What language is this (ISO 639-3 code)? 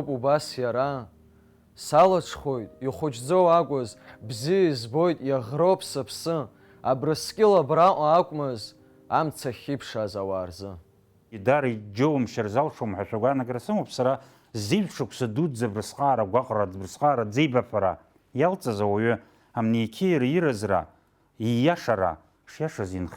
abk